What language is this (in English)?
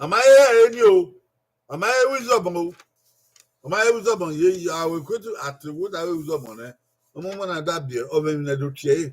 Bini